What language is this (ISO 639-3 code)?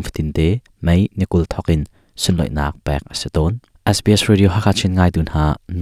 cnh